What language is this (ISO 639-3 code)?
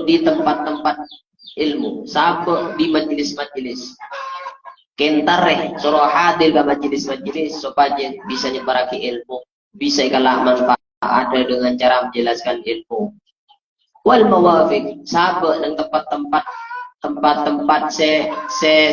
mad